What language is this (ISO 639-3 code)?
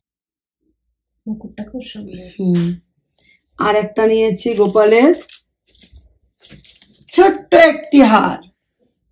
ben